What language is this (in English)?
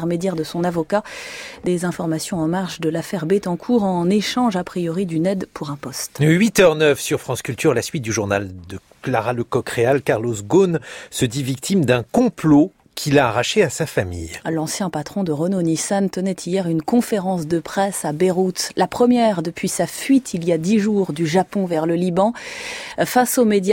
French